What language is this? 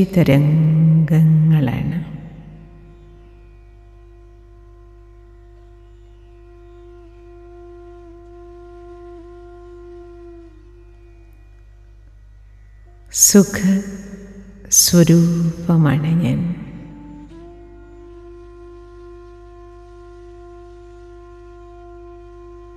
Malayalam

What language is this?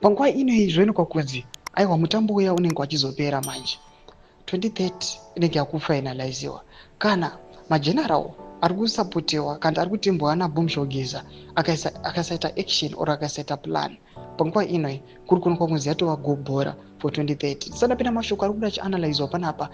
Shona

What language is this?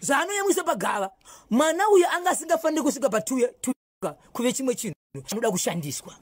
Shona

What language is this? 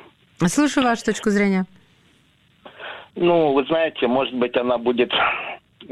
Russian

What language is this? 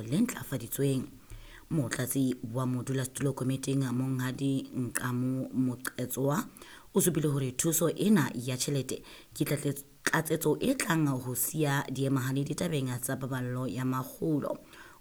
Southern Sotho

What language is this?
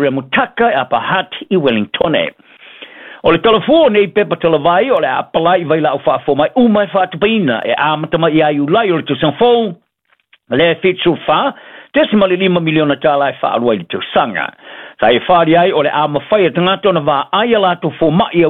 Samoan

